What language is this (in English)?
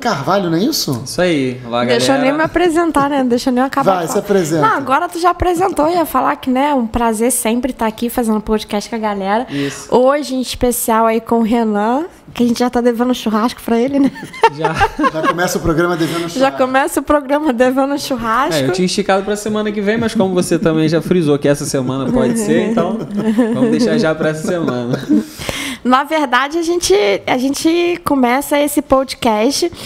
Portuguese